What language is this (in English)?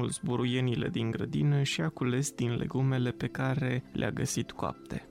Romanian